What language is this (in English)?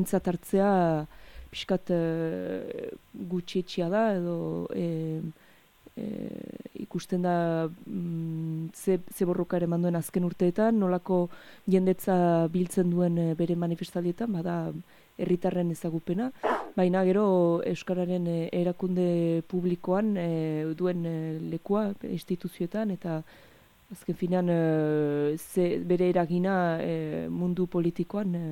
Basque